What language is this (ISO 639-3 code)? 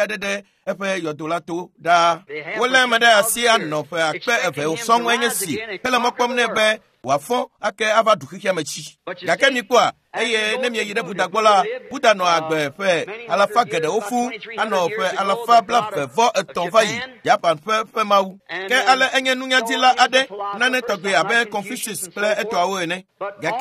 ewe